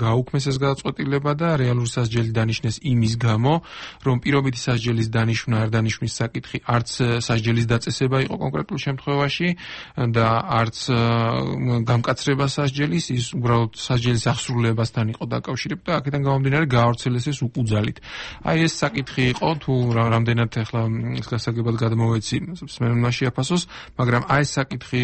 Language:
Georgian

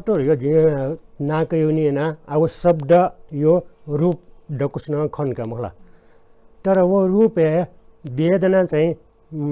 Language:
Newari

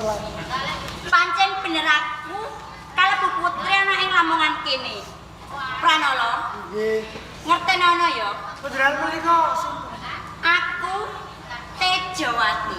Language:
Javanese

